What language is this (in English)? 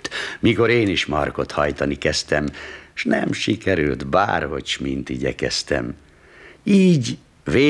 Hungarian